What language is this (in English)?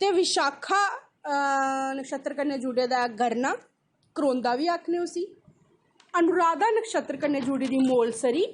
Dogri